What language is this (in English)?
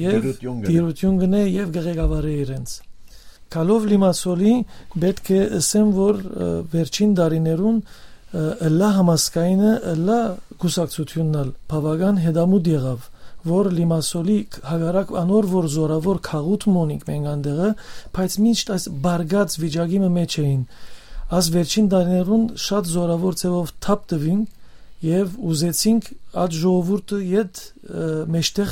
Western Armenian